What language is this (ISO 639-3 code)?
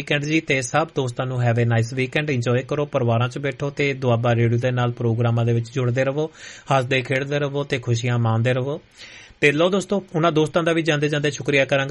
pan